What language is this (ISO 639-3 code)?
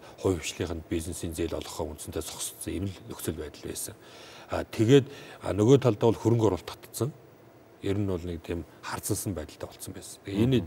mon